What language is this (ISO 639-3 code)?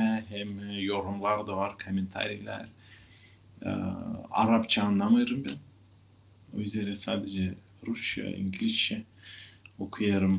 gag